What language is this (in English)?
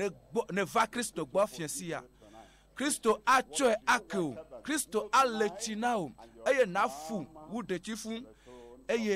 Ewe